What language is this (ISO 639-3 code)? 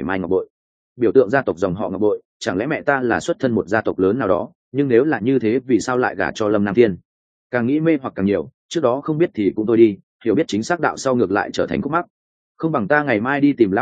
vie